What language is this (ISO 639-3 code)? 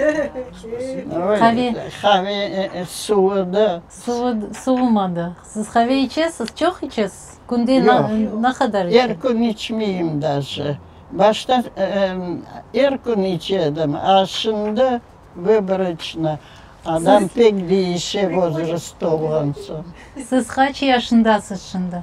crh